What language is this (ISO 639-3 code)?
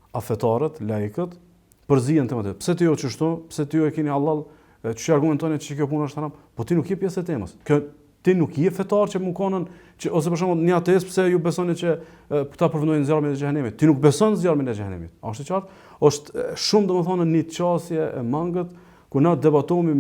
sqi